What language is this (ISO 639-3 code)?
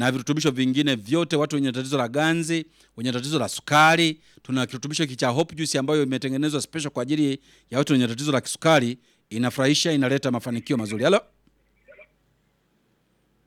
swa